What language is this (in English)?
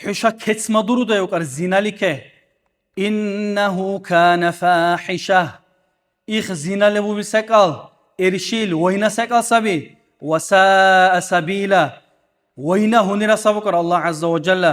Dargwa